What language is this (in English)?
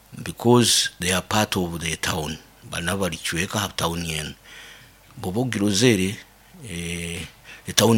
Nyoro